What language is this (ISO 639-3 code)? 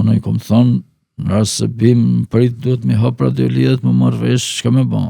sqi